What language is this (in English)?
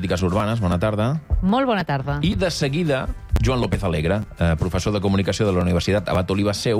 Catalan